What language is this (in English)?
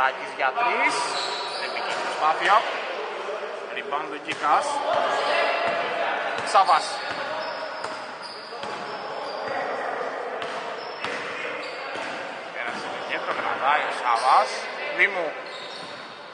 Greek